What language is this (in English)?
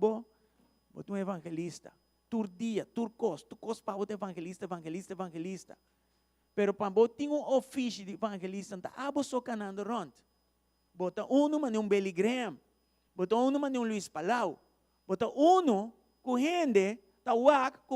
Papiamento